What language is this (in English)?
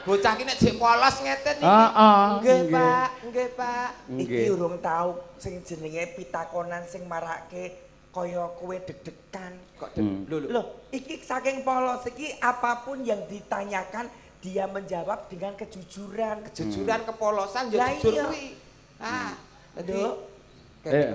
Javanese